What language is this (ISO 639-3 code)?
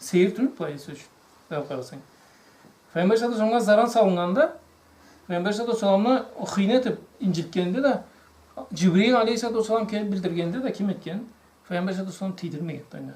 krc